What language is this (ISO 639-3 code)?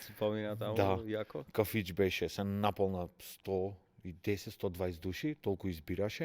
mkd